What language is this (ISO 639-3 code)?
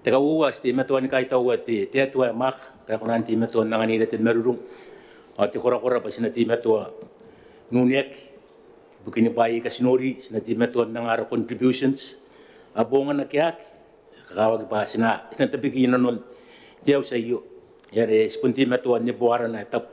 gil